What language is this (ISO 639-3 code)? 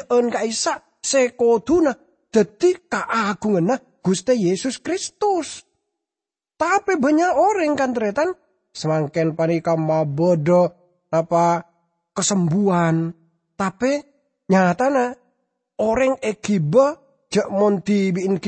mad